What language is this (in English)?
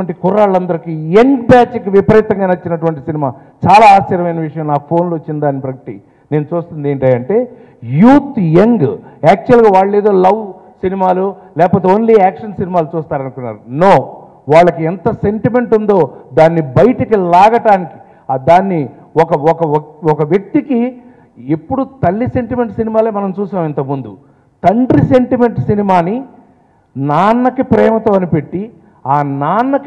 Telugu